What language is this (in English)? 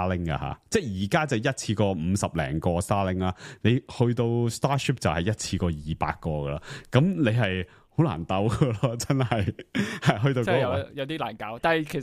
Cantonese